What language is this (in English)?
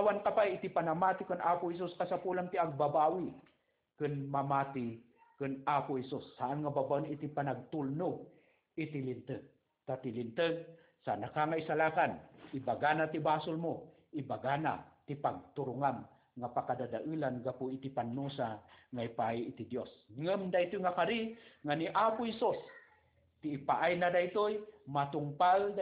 Iloko